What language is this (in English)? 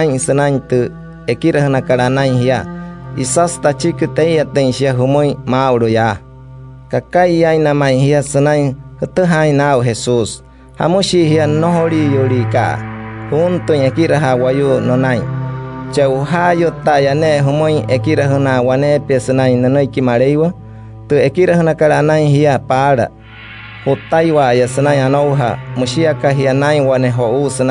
Wayuu